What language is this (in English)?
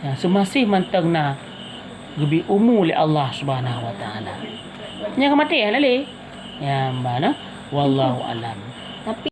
Achinese